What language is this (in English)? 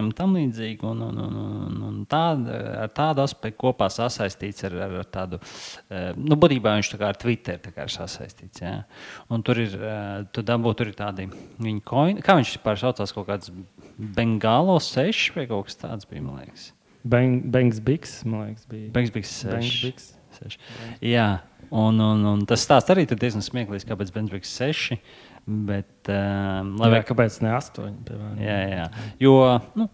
Latvian